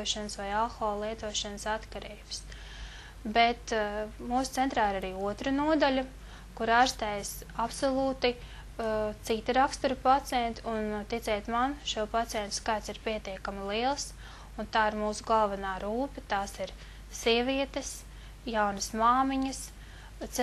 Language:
Latvian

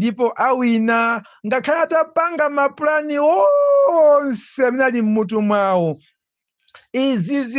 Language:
Nyanja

